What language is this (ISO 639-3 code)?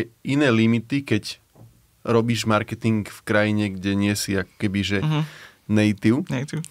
slk